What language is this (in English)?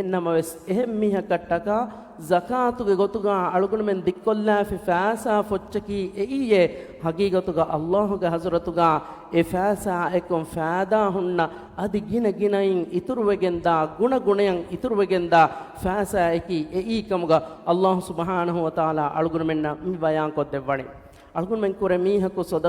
Divehi